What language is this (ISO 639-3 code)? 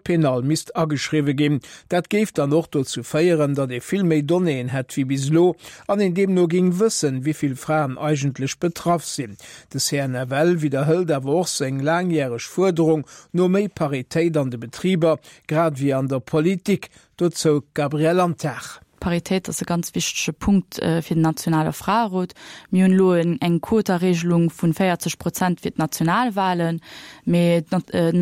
ltz